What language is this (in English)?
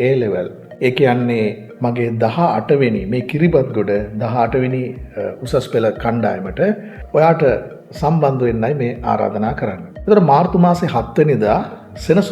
Sinhala